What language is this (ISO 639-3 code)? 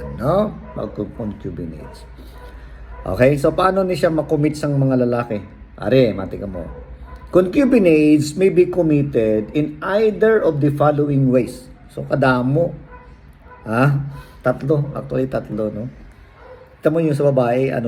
hil